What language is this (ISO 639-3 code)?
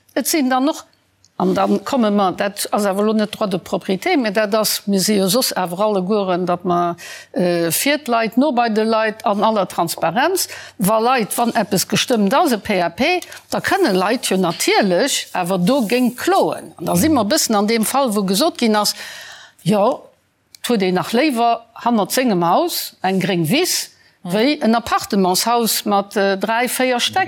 ltz